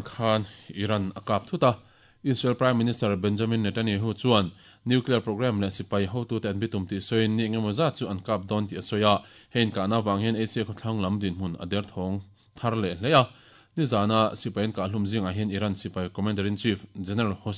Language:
Mizo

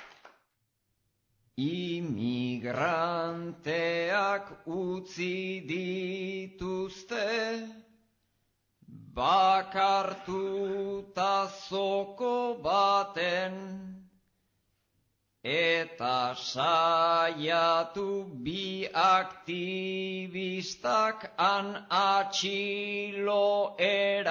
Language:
Basque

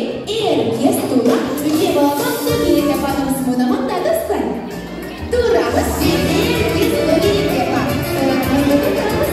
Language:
Crimean Tatar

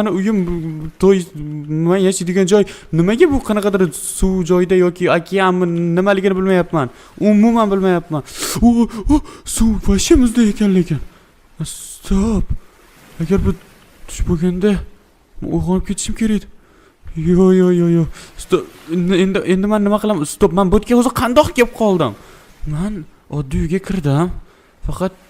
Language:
Uzbek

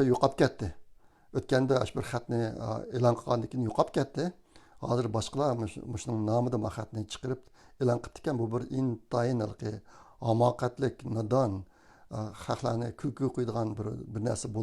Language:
Uyghur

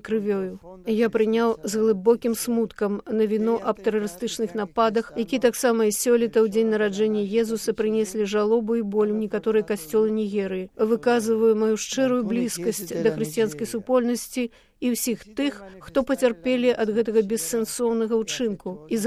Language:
Belarusian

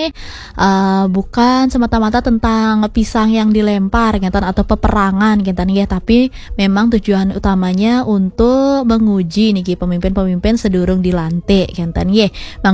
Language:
Balinese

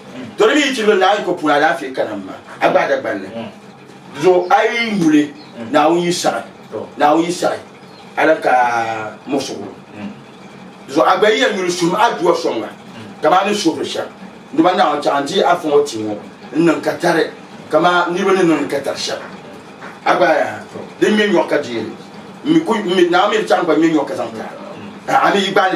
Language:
Dagbani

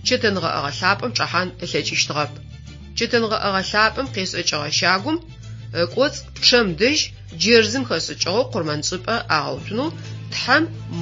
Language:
Adyghe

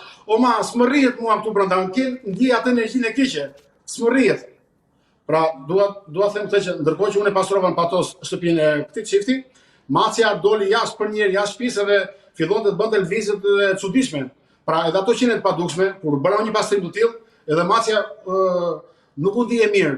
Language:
Albanian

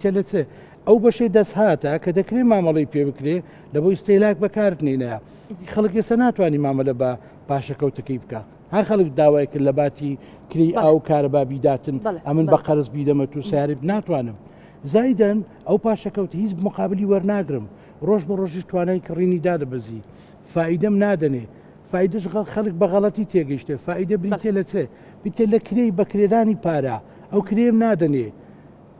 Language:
Central Kurdish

